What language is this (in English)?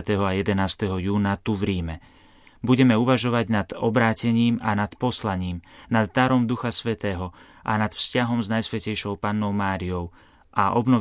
Slovak